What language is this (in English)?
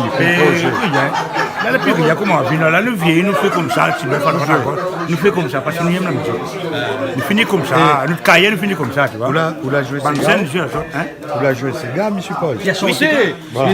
Réunion Creole French